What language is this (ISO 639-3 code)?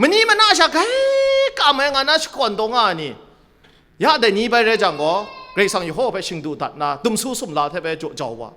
kac